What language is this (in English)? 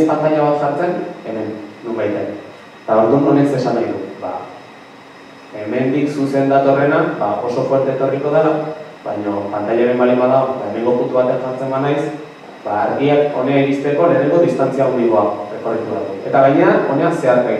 Basque